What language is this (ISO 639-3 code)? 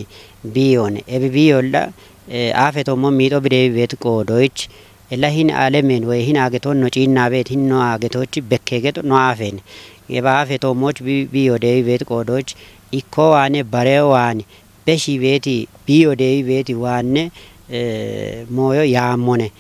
kbr